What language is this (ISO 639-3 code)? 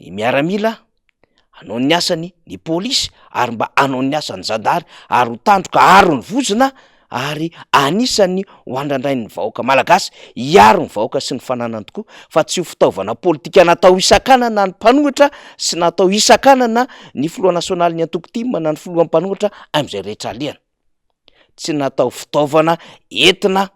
mlg